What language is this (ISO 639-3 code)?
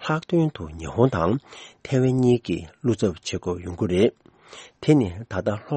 bod